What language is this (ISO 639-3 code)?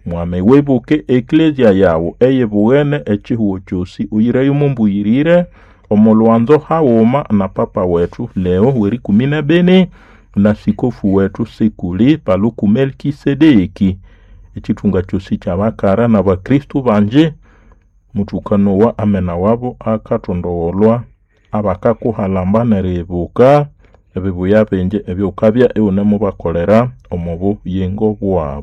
nnb